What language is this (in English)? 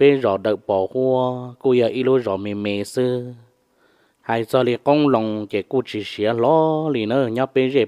Hmong